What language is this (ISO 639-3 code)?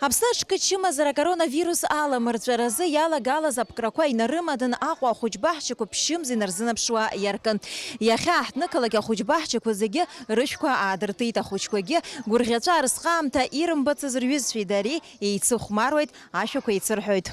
abk